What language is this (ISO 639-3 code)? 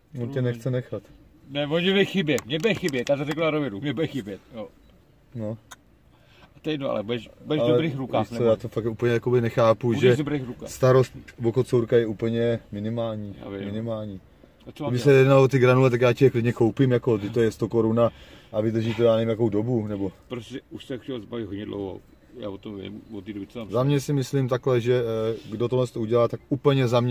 ces